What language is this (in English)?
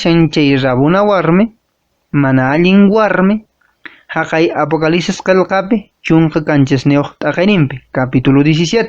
Quechua